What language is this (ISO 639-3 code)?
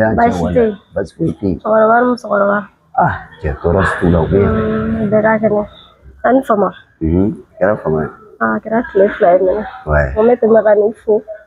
bam